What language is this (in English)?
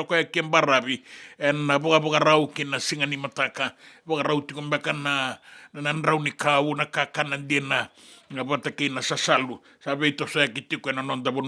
Fijian